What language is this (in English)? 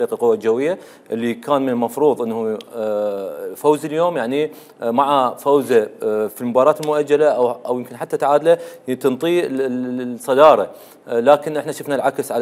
Mesopotamian Arabic